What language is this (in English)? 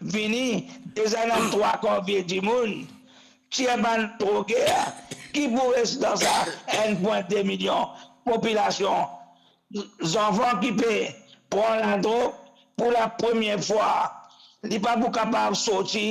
Morisyen